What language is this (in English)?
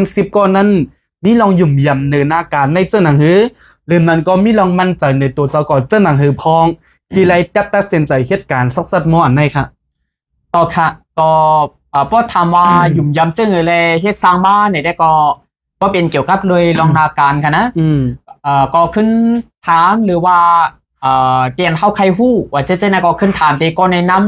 Shan